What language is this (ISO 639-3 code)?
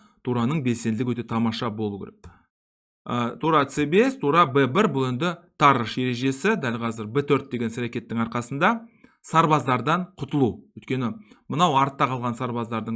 kaz